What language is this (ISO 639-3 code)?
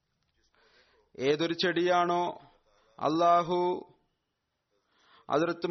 mal